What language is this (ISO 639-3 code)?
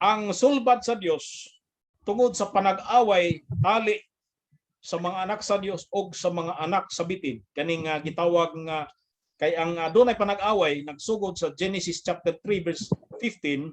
ceb